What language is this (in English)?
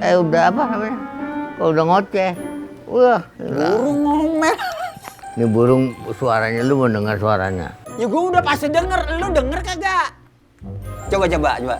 Betawi